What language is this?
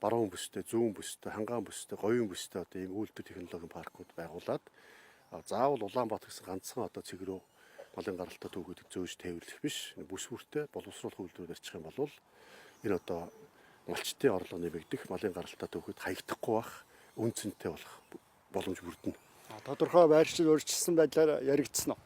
Mongolian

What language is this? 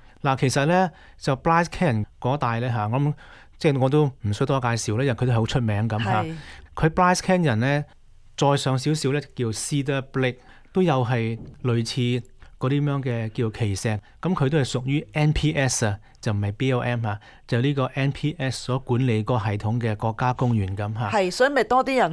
Cantonese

